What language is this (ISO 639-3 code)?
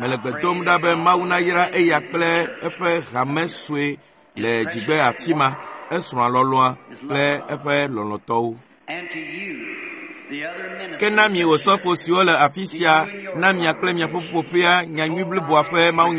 ewe